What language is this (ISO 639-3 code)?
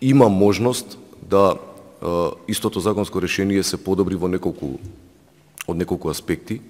mkd